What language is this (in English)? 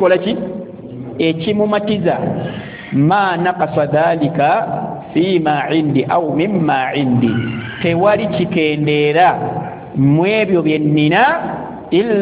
Ganda